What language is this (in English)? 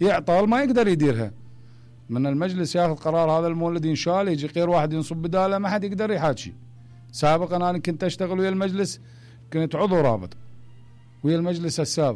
Mesopotamian Arabic